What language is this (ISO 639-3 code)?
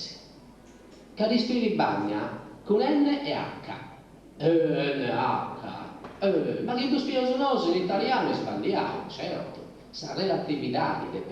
srd